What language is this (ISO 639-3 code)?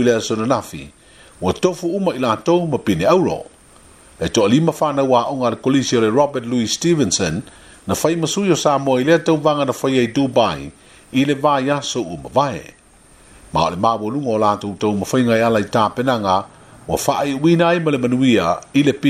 smo